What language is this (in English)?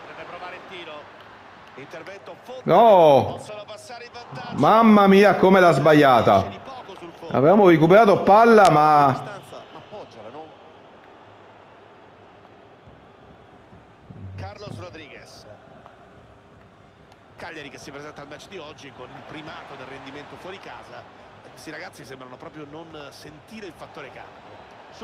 Italian